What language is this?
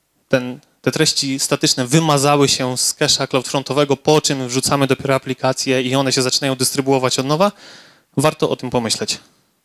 Polish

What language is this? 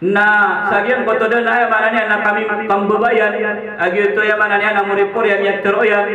Maranao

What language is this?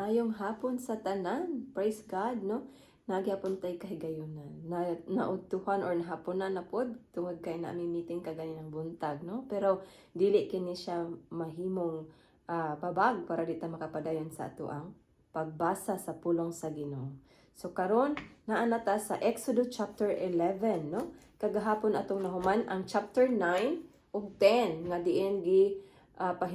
Cebuano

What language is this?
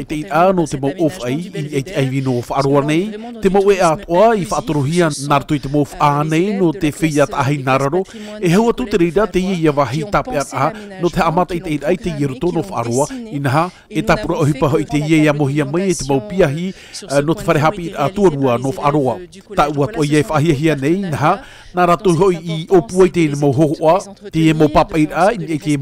Tahitian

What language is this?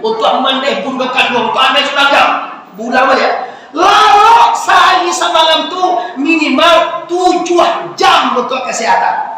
Minangkabau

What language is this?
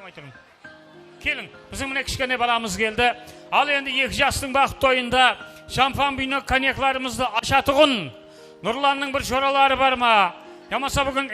Kara-Kalpak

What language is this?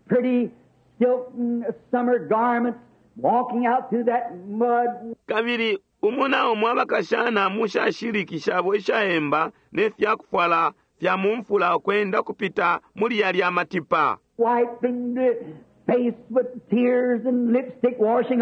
Bemba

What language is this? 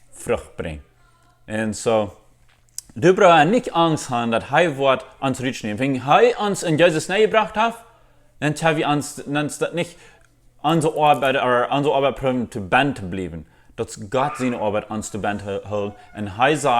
Plautdietsch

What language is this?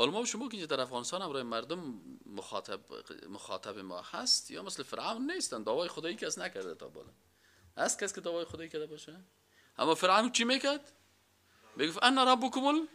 Persian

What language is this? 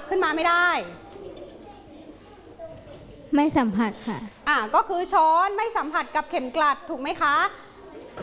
Thai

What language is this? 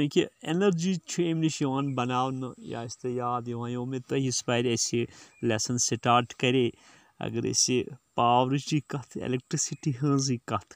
Kashmiri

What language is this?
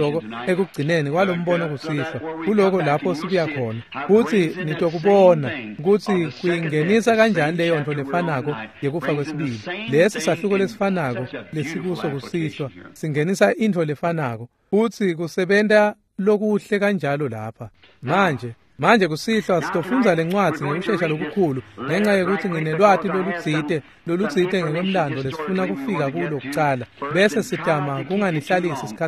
Swati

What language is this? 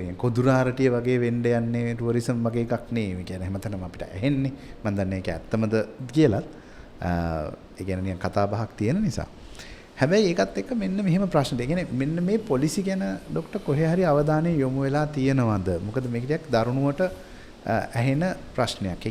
Sinhala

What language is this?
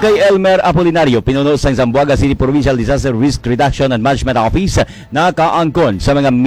Hiligaynon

